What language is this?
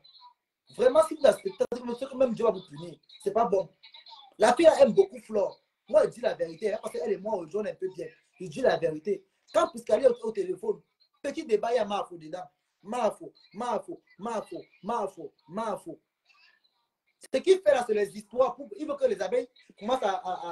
French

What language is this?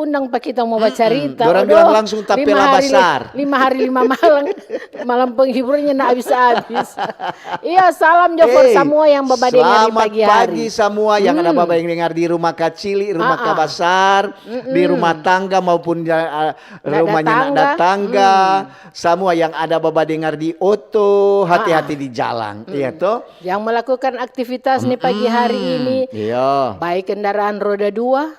Manado Malay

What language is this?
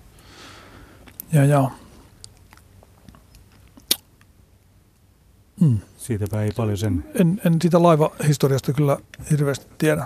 Finnish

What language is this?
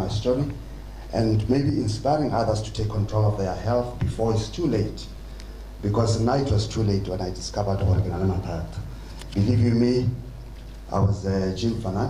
Tswana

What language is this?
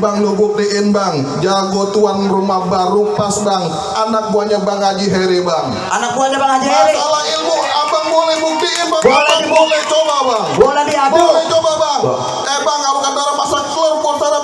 Betawi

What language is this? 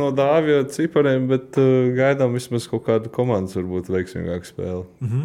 Latvian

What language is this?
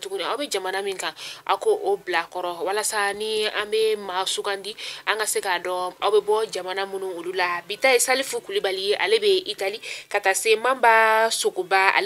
Bambara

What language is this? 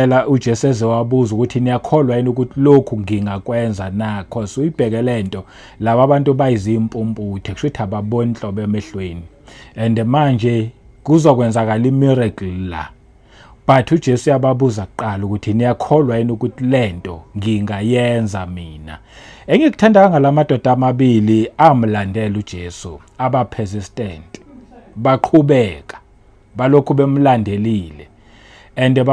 Zulu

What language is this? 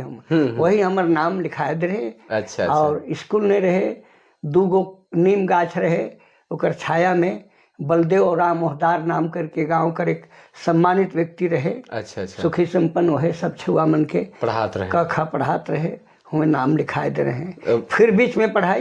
Sadri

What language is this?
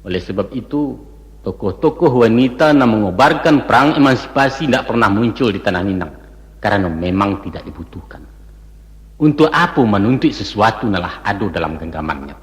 Minangkabau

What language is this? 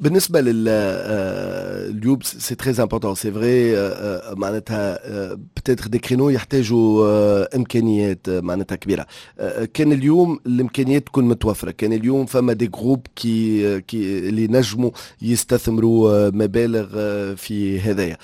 Tunisian Arabic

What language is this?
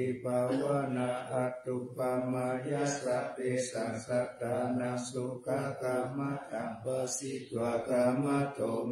Pali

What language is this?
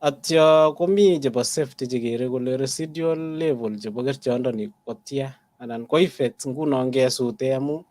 Kalenjin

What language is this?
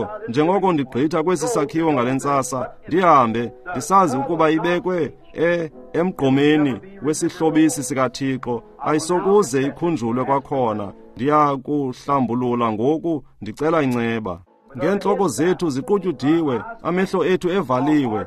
Xhosa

